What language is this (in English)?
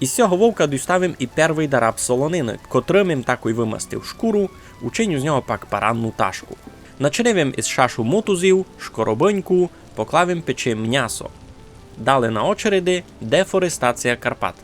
Rusyn